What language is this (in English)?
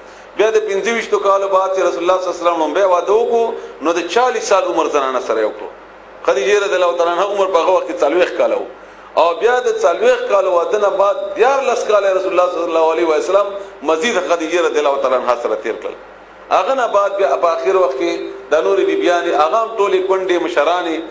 Pashto